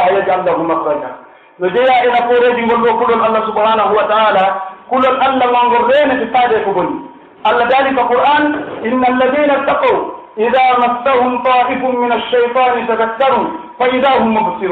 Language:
Pular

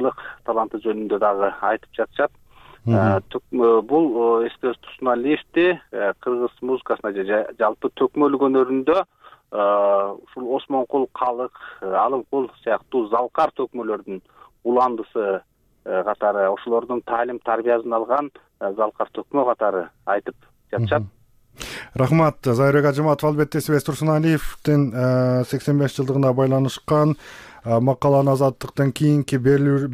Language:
Kyrgyz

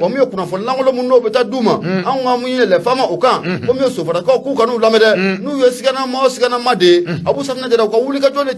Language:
Bambara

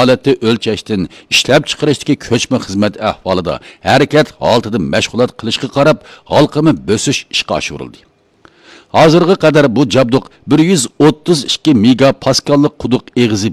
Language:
Uyghur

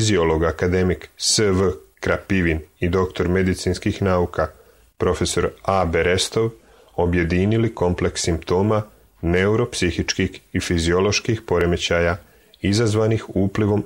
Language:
Serbian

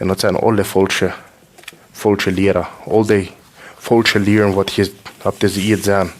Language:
Plautdietsch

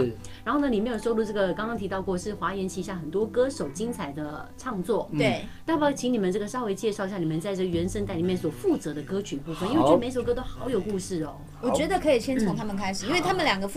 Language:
Chinese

